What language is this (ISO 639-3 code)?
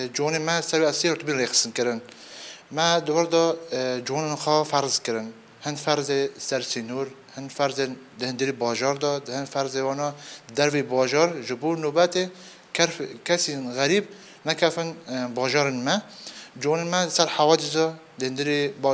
kur